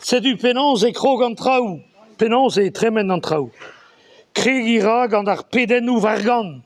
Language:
Breton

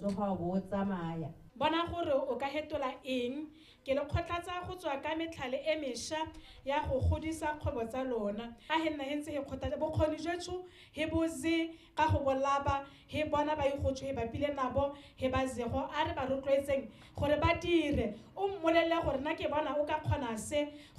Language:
Tswana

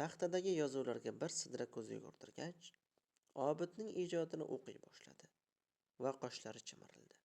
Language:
Uzbek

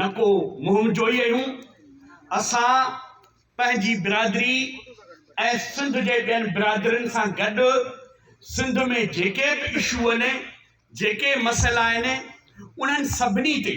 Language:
Sindhi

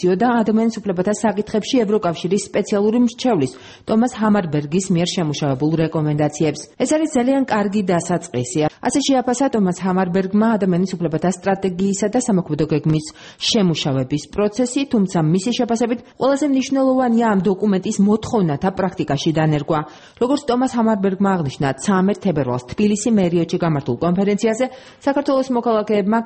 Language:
Georgian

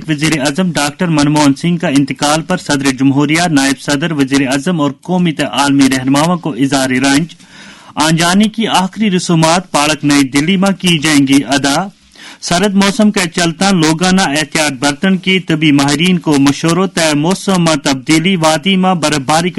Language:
Gujari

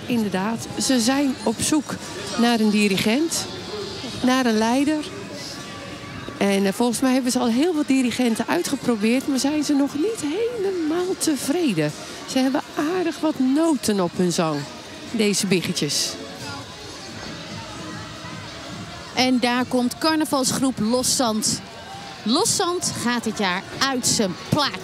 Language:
Dutch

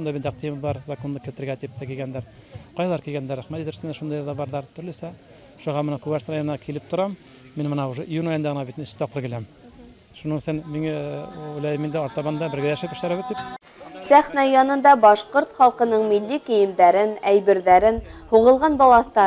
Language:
Bashkir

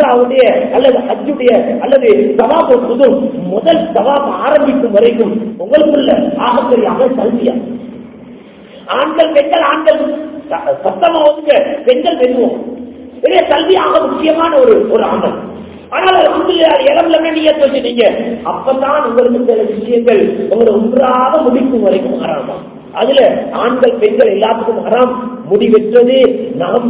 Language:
Tamil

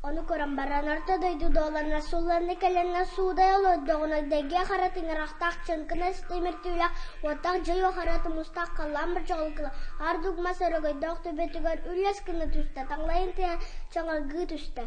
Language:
Yakut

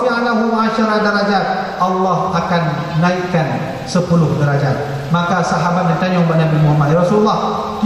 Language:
Achinese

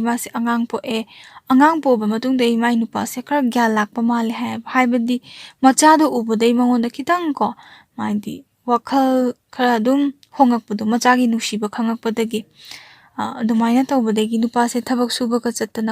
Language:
Manipuri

